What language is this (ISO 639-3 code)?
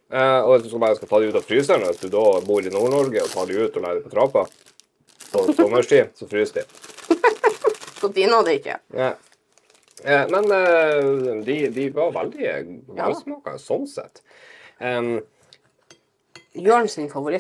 nor